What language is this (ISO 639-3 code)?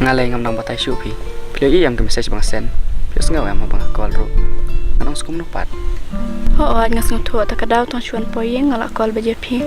kha